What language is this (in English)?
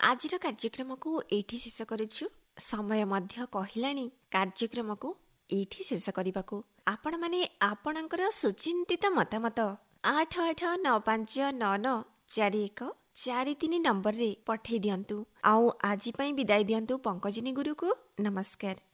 Odia